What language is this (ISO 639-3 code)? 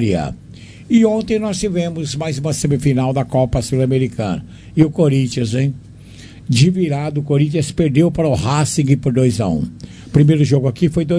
por